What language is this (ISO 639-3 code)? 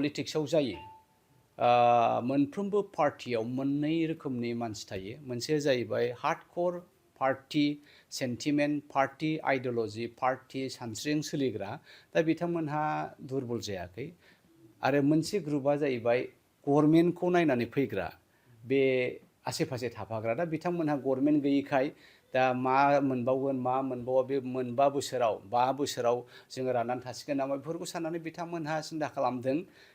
brx